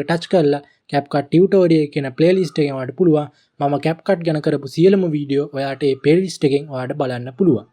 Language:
Sinhala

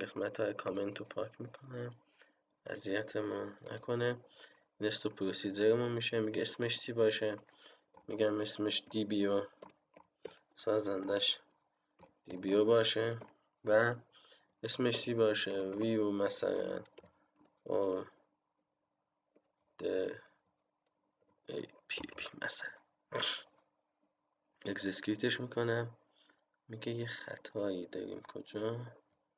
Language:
Persian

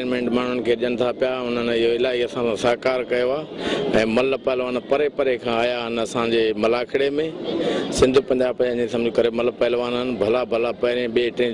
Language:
Sindhi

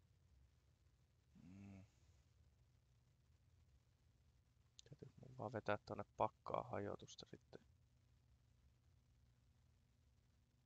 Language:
Finnish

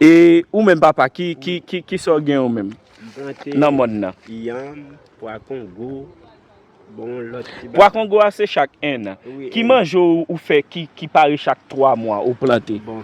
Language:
Haitian Creole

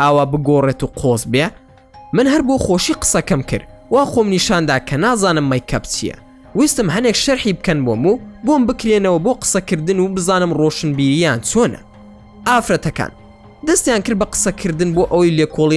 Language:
Central Kurdish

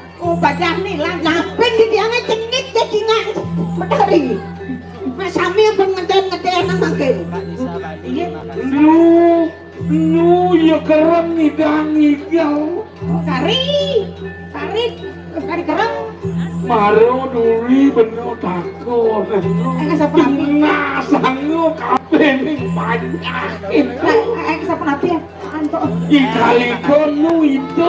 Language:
Balinese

